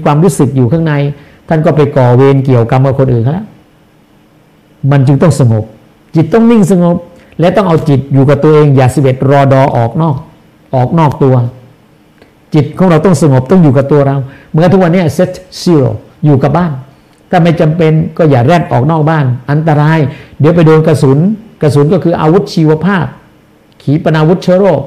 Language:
Thai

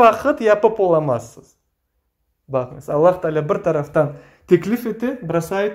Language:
Crimean Tatar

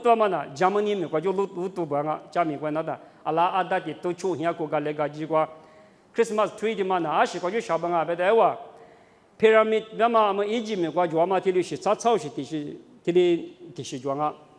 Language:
Lisu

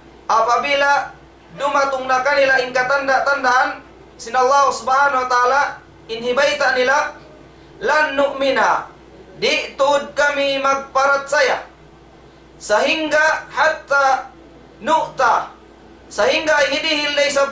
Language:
Tausug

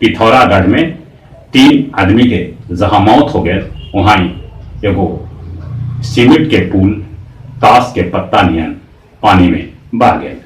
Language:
Magahi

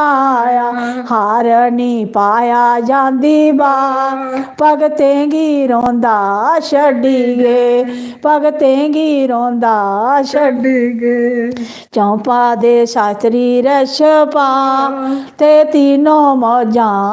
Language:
Dogri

